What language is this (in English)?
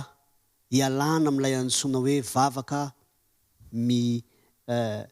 Malagasy